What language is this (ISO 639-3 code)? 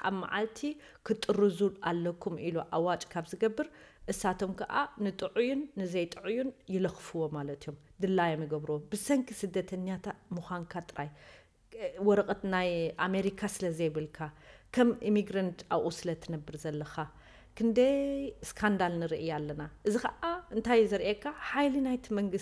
tir